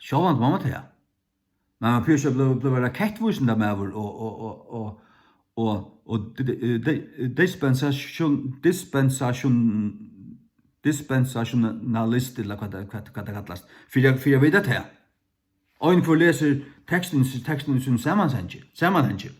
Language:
Faroese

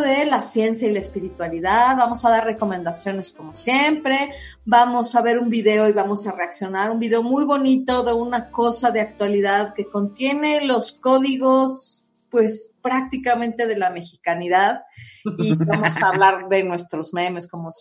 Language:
Spanish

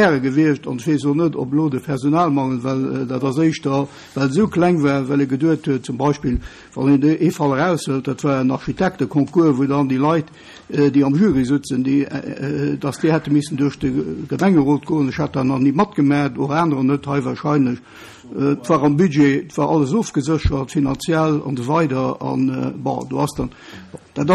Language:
Luxembourgish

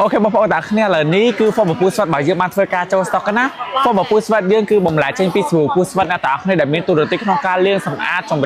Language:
Khmer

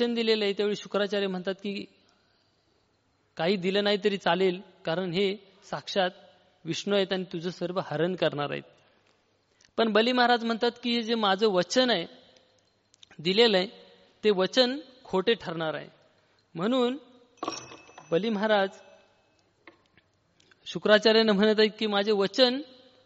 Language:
Marathi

